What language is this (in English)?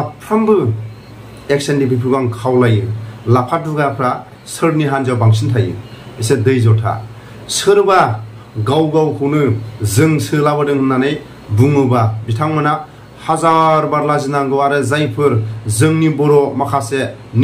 Bodo